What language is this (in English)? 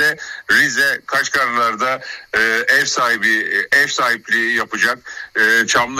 Turkish